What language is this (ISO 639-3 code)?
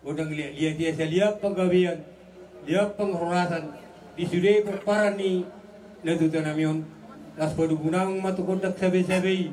bbc